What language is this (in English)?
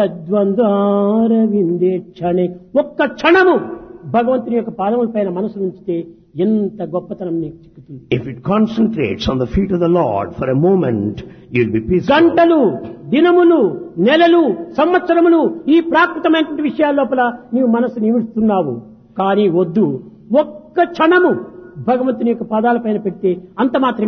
Telugu